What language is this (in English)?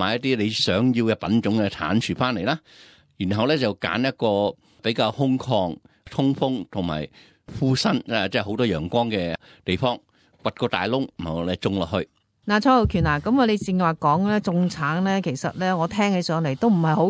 Cantonese